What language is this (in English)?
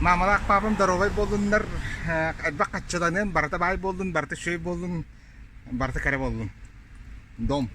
Yakut